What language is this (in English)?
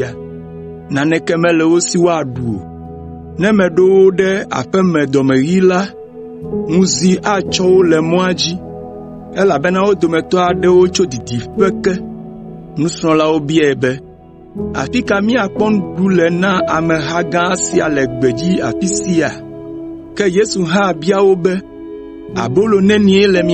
Ewe